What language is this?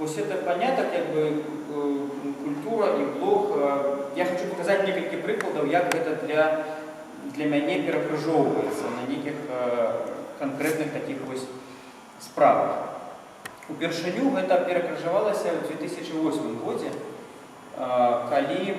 Belarusian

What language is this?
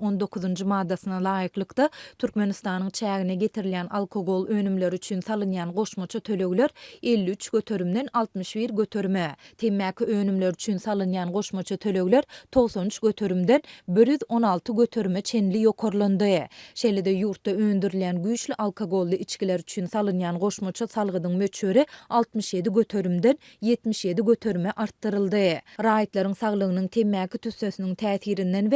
Turkmen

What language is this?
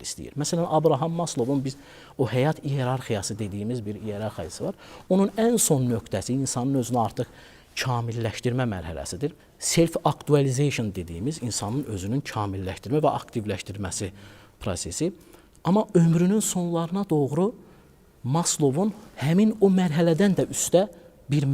Azerbaijani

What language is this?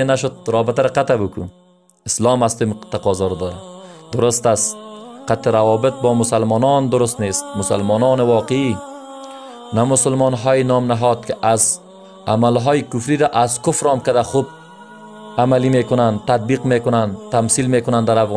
Persian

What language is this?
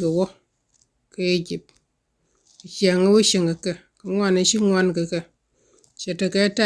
Nuer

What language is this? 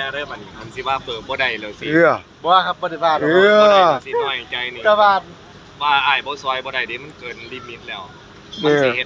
Northeastern Thai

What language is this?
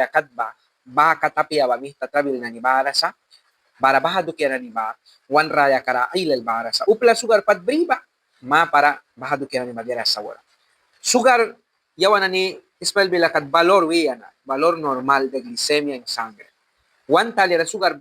Mískito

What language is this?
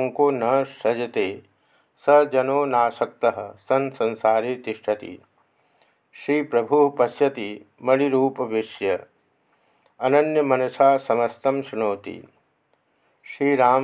Sanskrit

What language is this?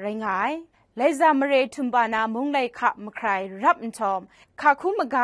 Kachin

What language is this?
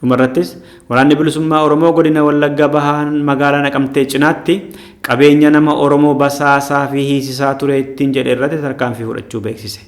Oromo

